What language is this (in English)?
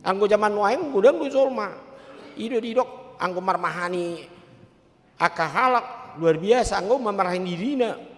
Batak Toba